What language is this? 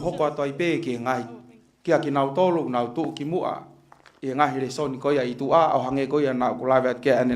Tongan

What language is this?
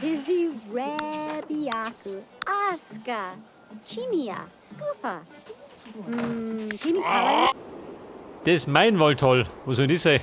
Bavarian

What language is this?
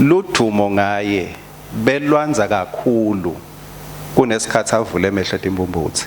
Swati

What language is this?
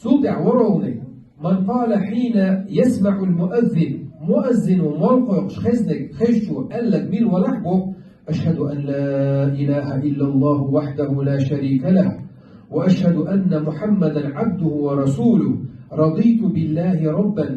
Chechen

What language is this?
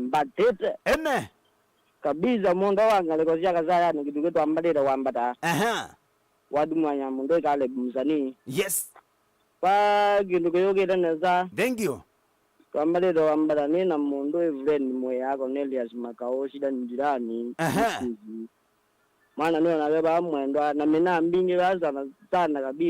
Kamba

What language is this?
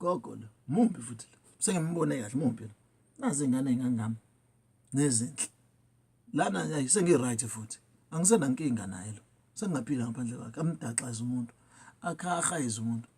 Zulu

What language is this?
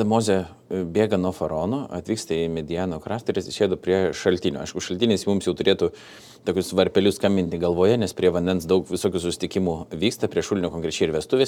Lithuanian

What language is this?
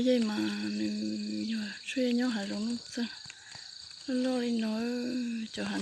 Hmong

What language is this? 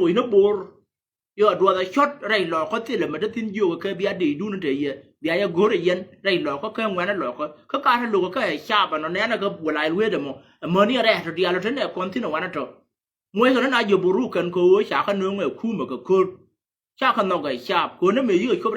Nuer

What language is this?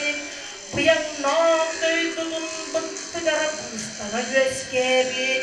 Yakut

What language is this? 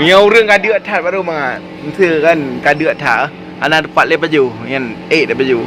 Achinese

